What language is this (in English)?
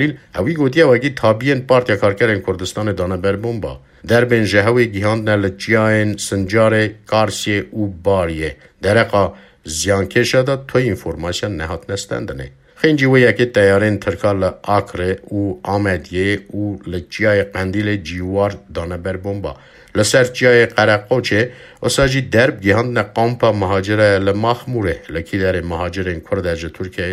Kurdish